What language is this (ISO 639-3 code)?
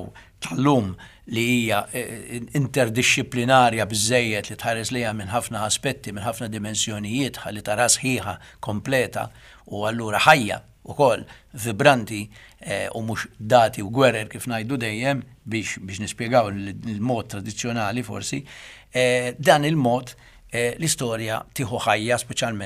mlt